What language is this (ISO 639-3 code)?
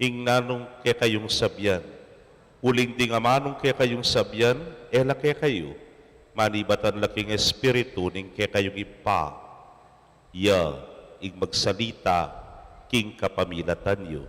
pam